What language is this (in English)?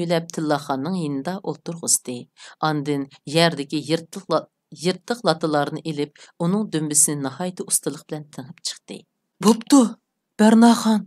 Uyghur